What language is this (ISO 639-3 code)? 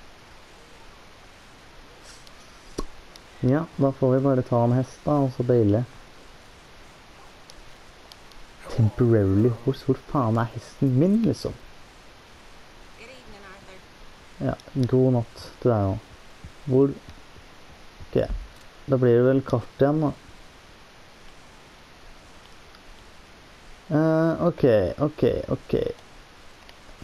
nor